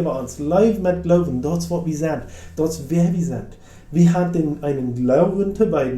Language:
Plautdietsch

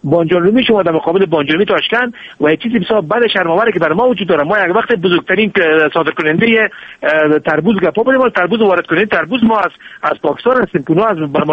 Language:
Persian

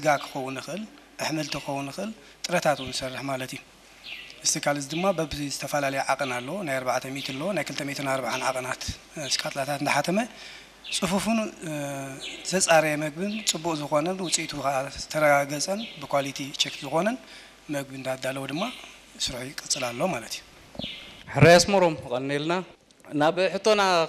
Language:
Tigrinya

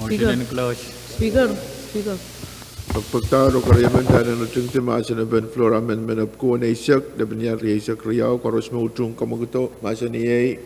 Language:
Pohnpeian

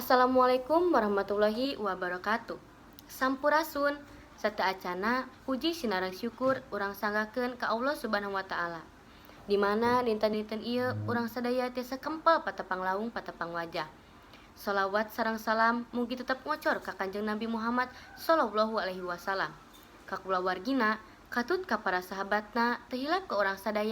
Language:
Sundanese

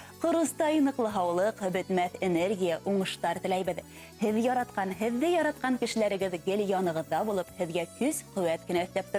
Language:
Bashkir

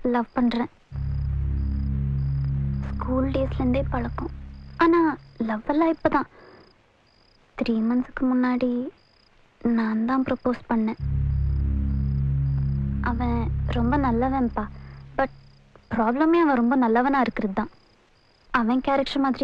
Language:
Tamil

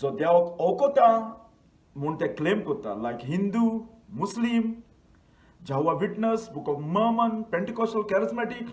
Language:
Konkani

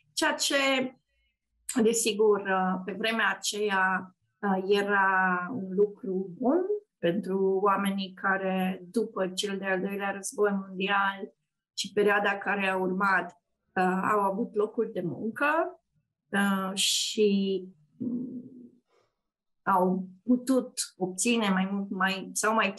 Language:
Romanian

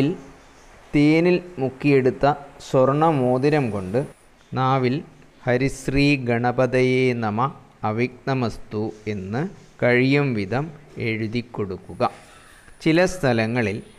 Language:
Malayalam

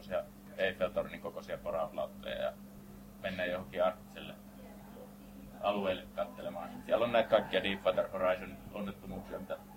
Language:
Finnish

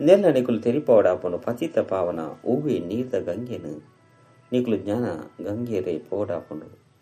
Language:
Tulu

